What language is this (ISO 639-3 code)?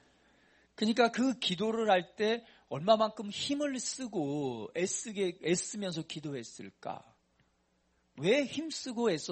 kor